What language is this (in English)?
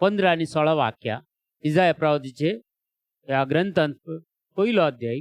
Konkani